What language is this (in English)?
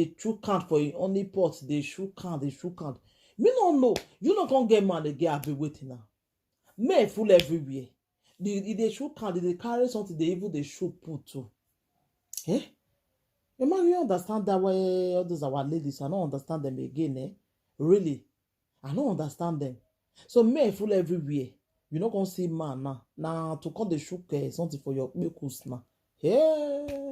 Nigerian Pidgin